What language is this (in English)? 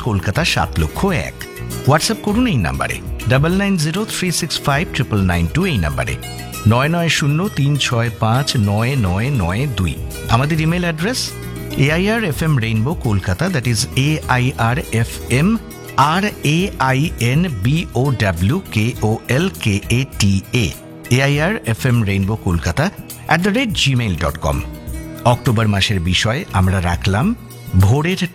Bangla